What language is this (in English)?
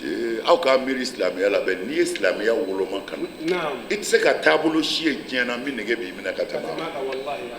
Bambara